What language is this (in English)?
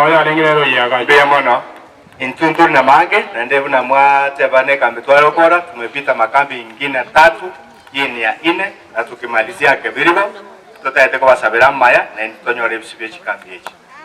Gusii